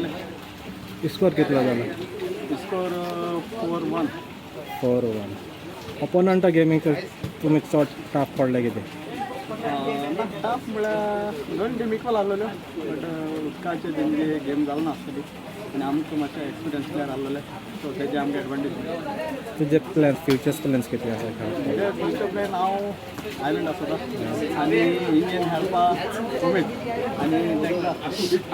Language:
Konkani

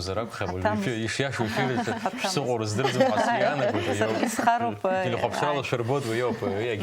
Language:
Abkhazian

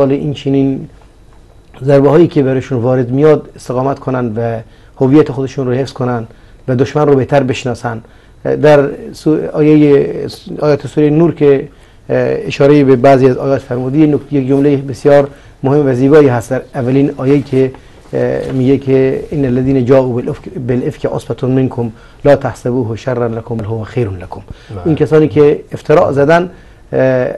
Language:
Persian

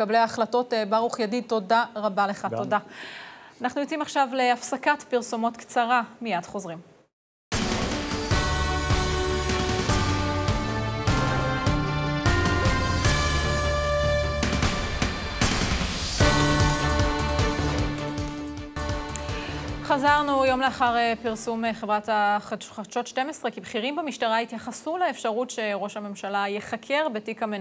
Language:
Hebrew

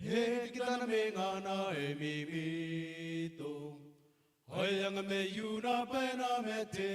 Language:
Gilbertese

